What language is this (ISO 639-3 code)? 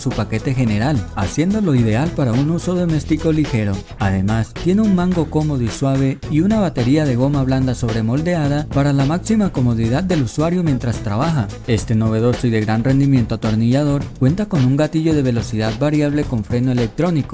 spa